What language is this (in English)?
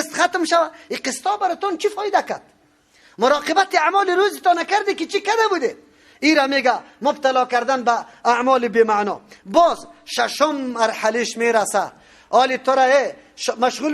Persian